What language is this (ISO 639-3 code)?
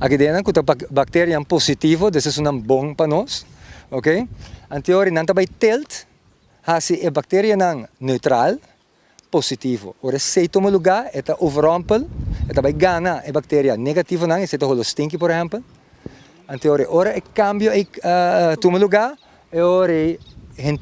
pap